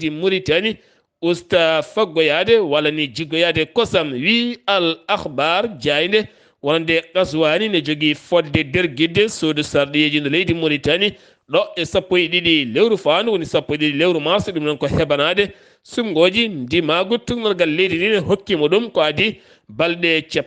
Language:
Fula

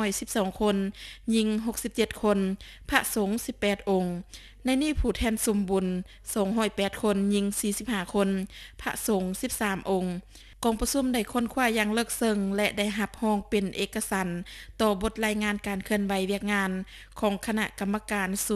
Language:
Lao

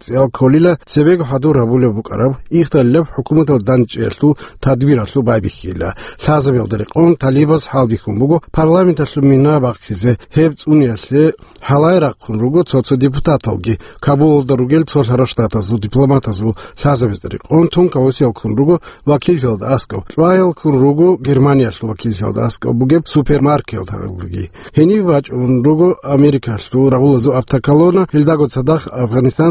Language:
Avaric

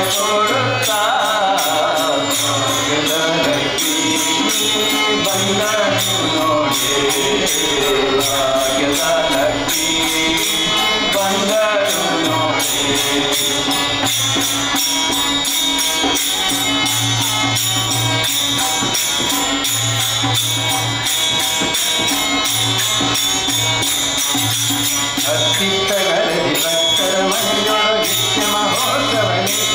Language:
Kannada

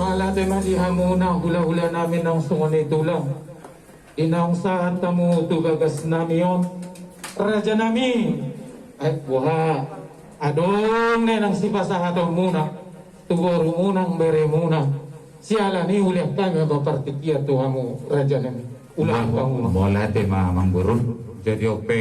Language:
Batak Toba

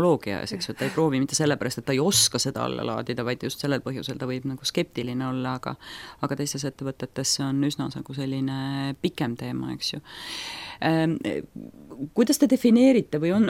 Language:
Estonian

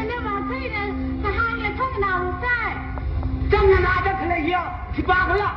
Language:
Tangkhul Naga (India)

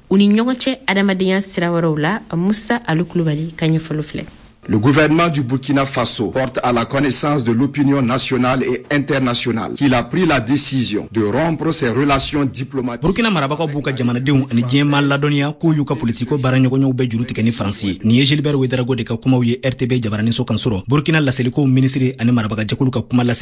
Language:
Bambara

